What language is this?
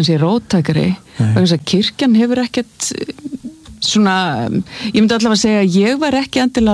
Icelandic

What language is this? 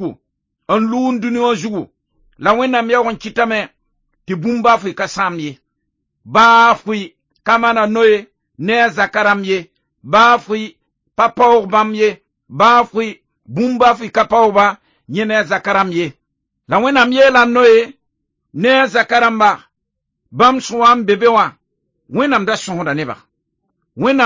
Mossi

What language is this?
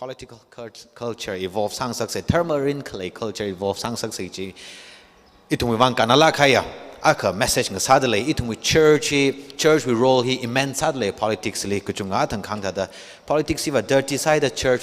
Tangkhul Naga (India)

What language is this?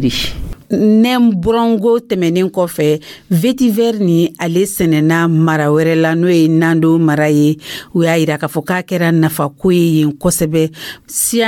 Dyula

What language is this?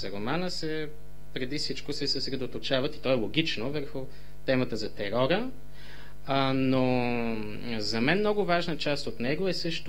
Bulgarian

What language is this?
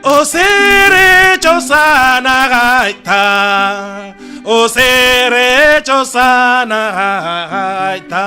Serer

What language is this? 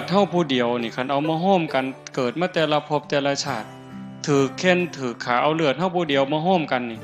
Northeastern Thai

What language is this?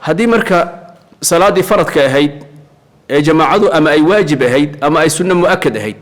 Somali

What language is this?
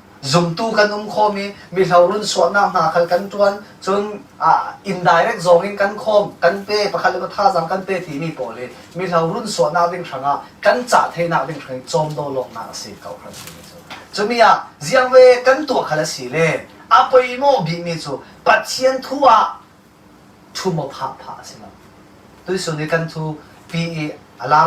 Falam Chin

